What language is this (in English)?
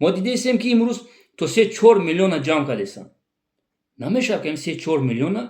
Tajik